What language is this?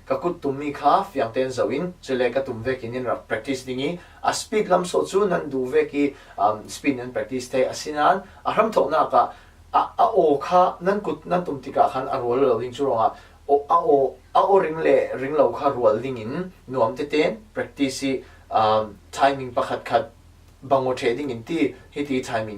Falam Chin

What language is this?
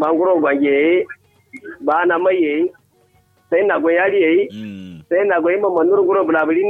Kanuri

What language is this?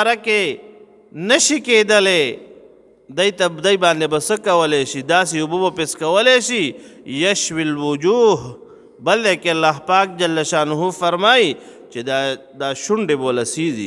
Pashto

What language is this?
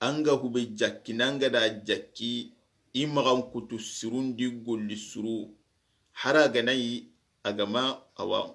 Soninke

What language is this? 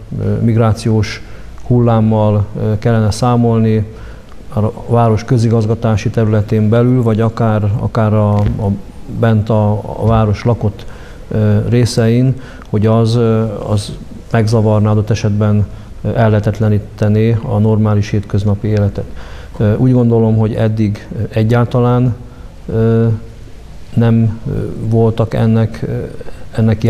Hungarian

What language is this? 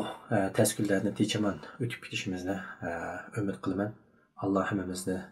Uyghur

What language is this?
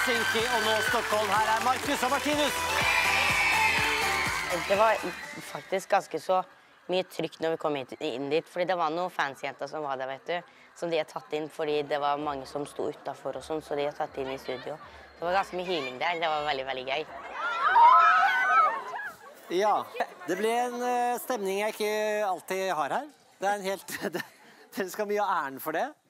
Norwegian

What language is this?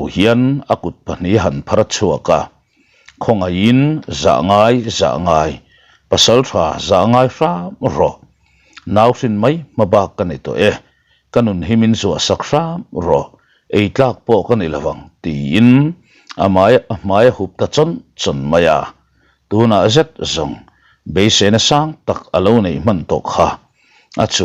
Mizo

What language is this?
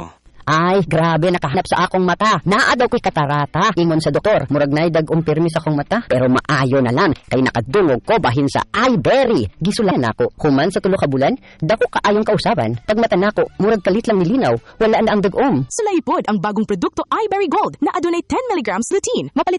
Cebuano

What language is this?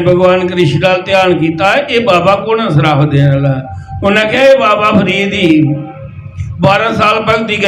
Dogri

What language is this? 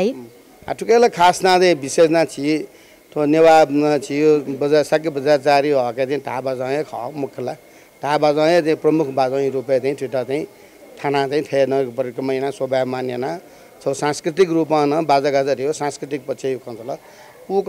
Newari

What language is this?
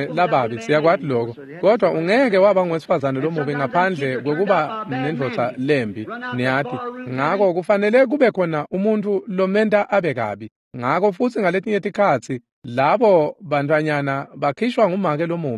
Swati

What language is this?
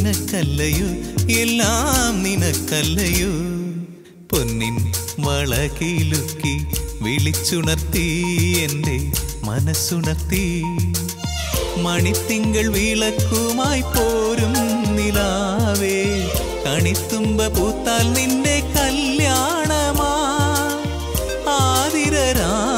Malayalam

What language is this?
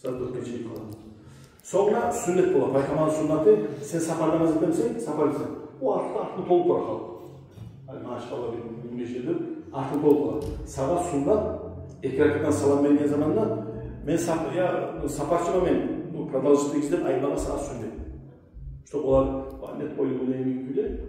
Kumyk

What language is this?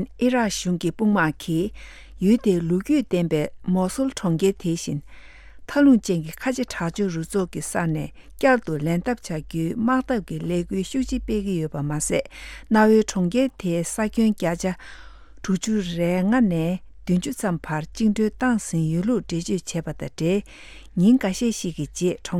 Tibetan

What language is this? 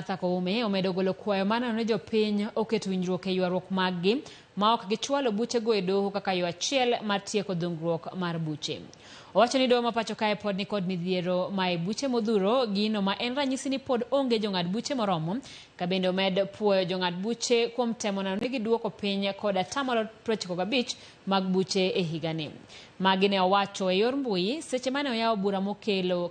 Luo (Kenya and Tanzania)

